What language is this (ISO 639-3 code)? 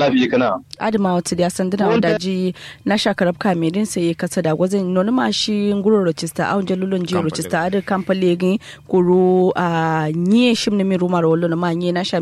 kau